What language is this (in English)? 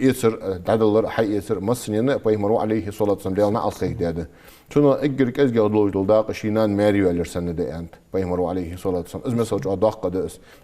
Ingush